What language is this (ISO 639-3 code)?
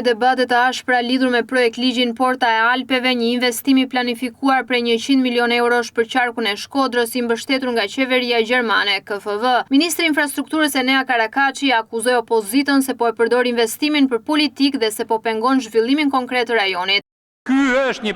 sqi